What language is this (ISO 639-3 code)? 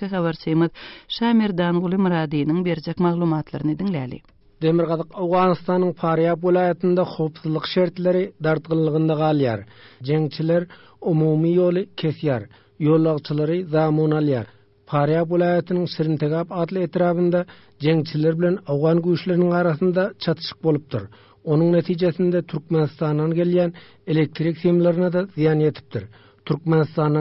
tuk